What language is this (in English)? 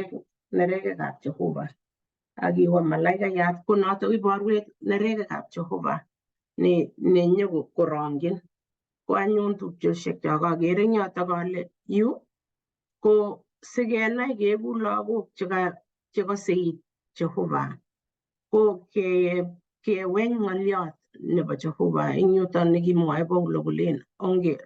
Kalenjin